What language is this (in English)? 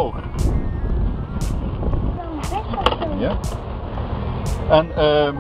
Dutch